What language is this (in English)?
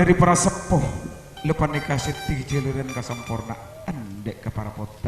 Madurese